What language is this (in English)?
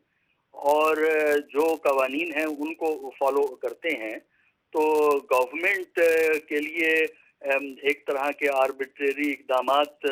Urdu